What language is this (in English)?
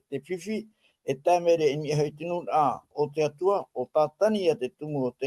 Tahitian